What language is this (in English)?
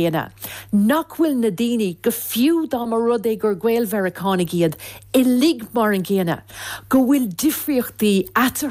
Irish